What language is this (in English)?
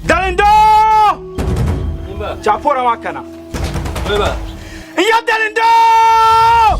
Dagbani